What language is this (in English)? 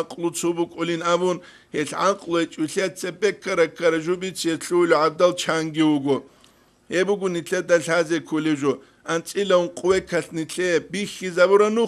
Avaric